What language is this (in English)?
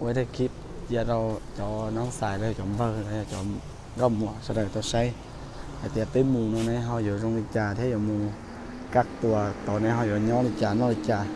Hmong